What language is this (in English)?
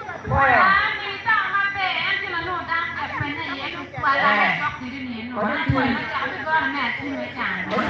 Acoli